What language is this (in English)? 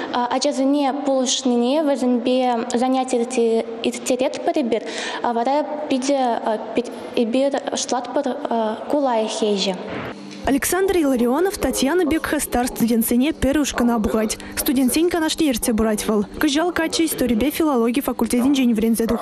Chuvash